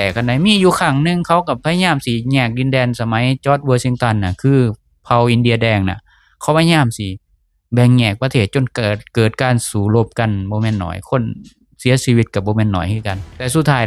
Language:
Lao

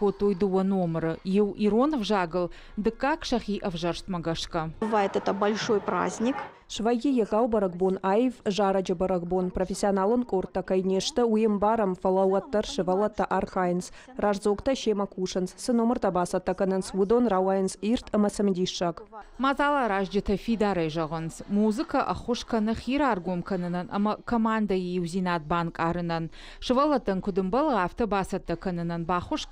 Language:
Ossetic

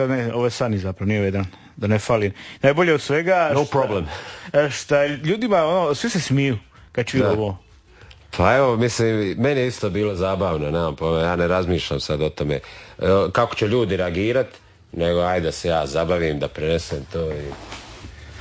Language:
Croatian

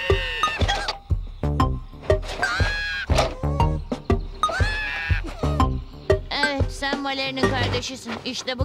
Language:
Turkish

